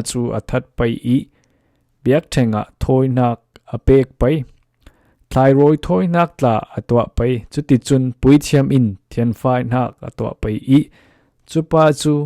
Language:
Falam Chin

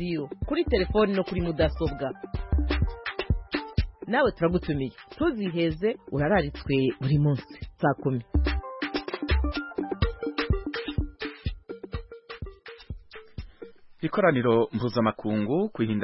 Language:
Kinyarwanda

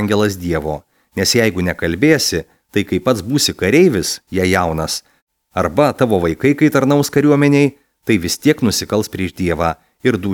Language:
Lithuanian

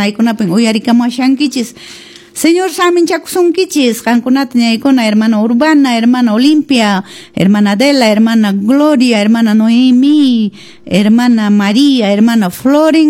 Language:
Quechua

